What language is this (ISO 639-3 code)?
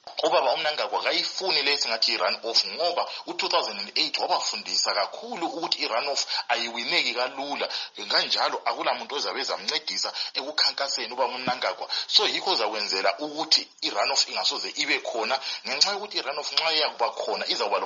nde